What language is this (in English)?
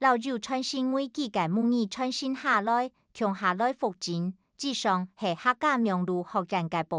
Hakka Chinese